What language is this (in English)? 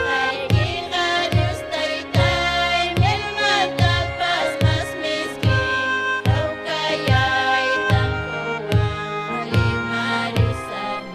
Ayacucho Quechua